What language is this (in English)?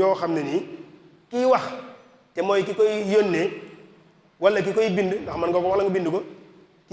Wolof